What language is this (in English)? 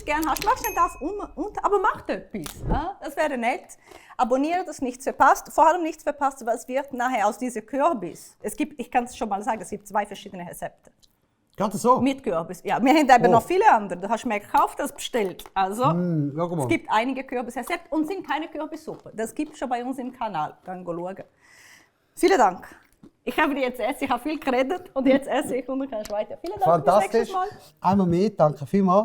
Swiss German